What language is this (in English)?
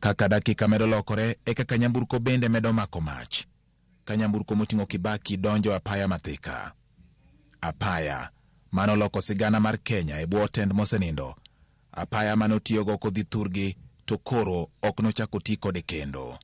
Luo (Kenya and Tanzania)